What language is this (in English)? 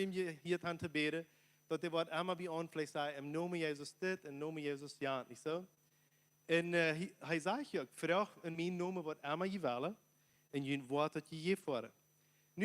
Plautdietsch